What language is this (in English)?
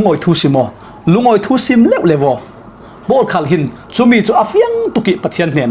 Falam Chin